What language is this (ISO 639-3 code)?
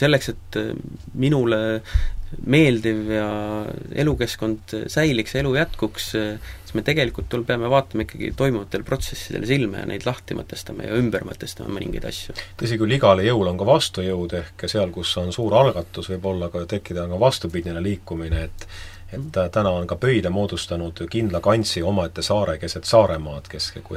est